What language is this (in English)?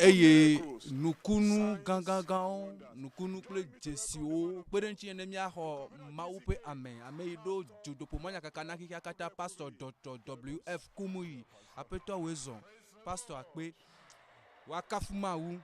Ewe